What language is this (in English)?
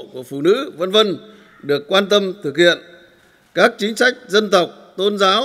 Vietnamese